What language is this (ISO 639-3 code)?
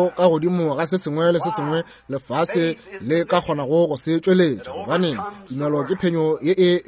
nso